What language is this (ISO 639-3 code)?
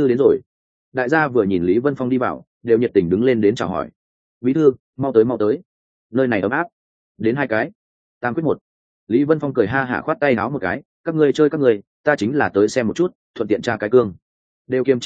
vie